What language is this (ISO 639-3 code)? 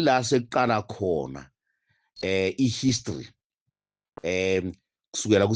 zul